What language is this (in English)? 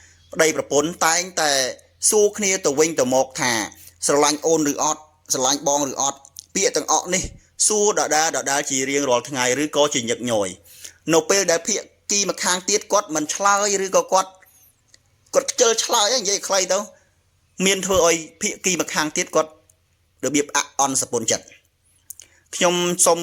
Khmer